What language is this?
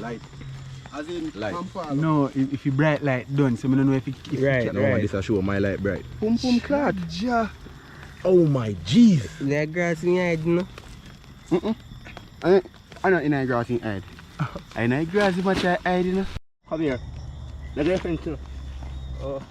Jamaican Creole English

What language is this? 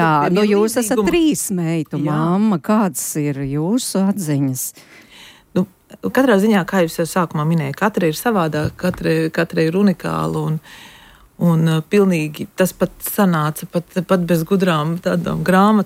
Latvian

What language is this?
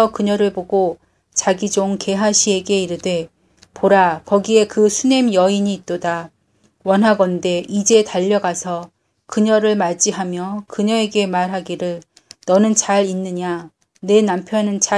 Korean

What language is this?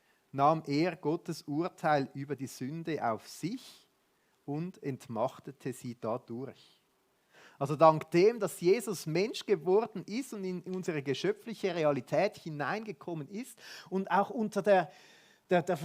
Swiss German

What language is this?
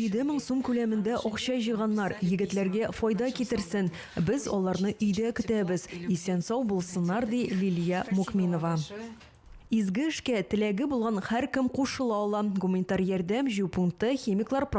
Tatar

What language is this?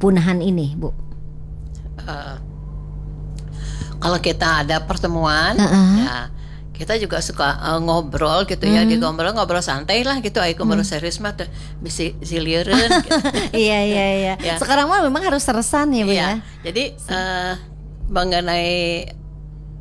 Indonesian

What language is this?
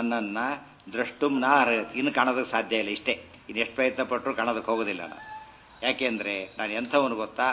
Kannada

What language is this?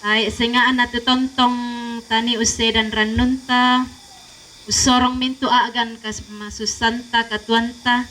Toraja-Sa'dan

